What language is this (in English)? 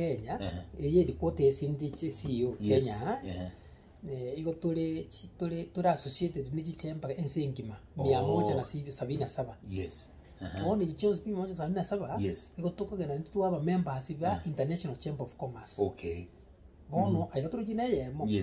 Gusii